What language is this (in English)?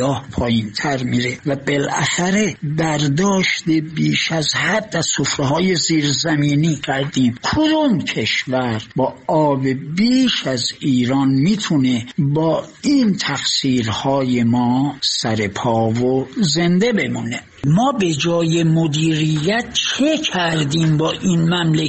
Persian